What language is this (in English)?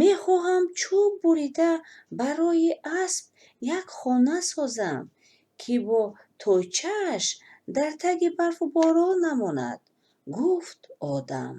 Tajik